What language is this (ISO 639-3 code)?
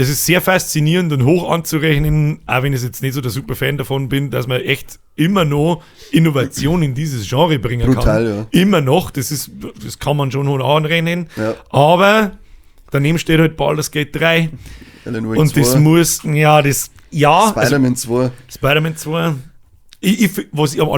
bar